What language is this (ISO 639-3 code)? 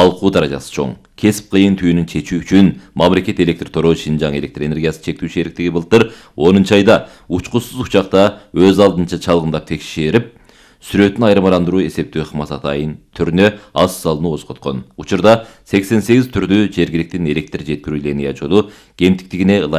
kir